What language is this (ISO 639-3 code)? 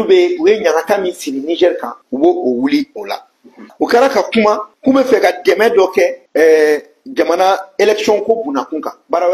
bam